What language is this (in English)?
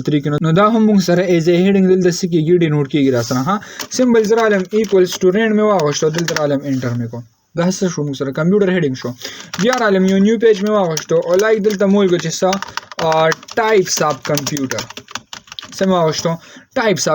Pashto